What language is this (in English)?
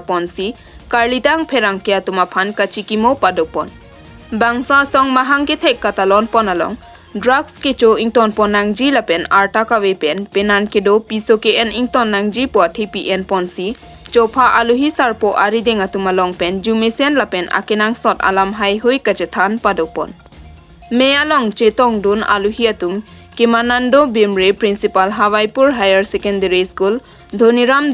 Karbi